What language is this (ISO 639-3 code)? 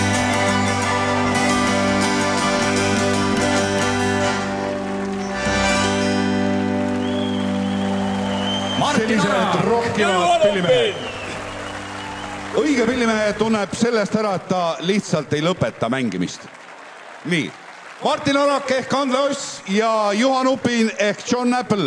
est